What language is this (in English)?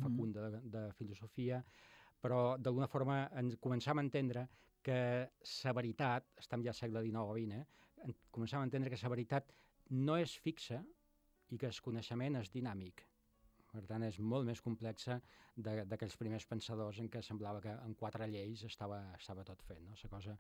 Catalan